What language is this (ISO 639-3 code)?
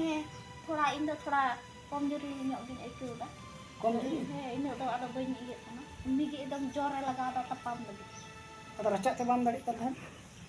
sat